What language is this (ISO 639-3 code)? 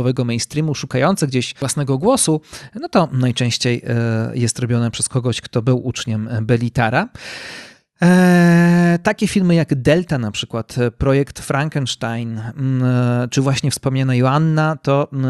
pol